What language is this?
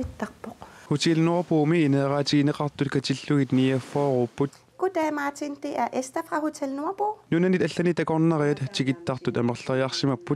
Kalaallisut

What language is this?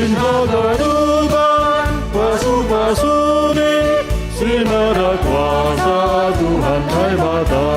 Batak Simalungun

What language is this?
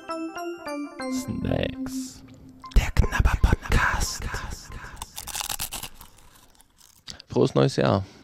German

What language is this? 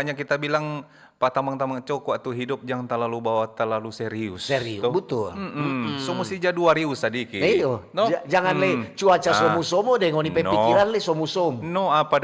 Manado Malay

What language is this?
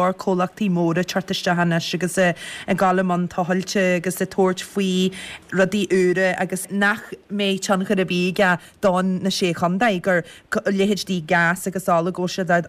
Irish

